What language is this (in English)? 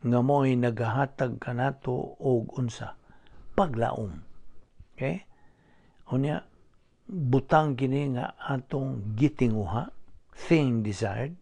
Cebuano